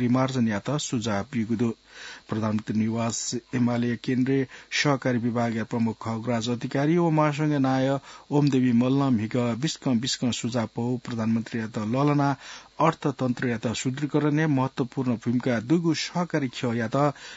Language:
Newari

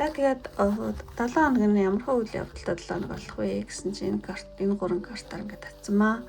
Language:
Mongolian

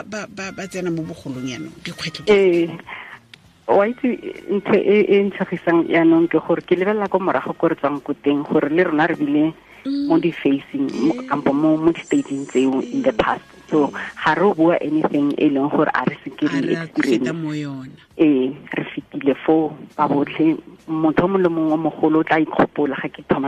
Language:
Tswana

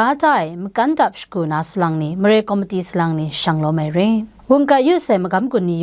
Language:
Kachin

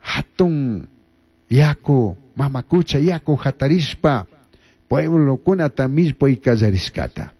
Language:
Chimborazo Highland Quichua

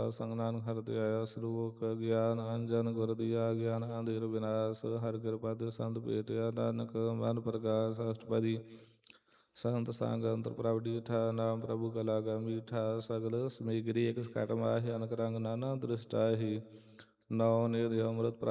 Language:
Punjabi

